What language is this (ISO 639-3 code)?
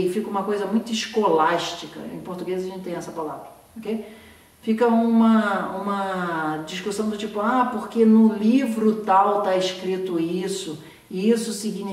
por